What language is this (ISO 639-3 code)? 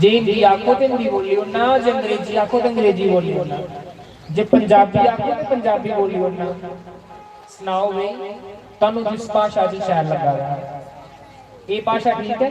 doi